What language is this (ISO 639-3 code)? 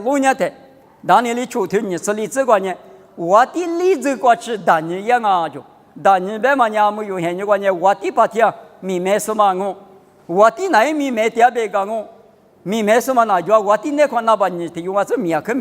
lis